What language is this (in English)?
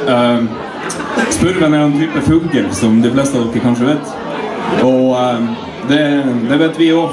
Norwegian